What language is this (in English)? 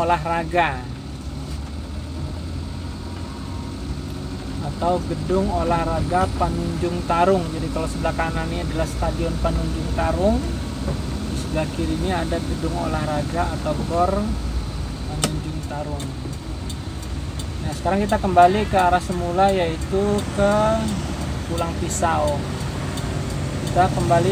Indonesian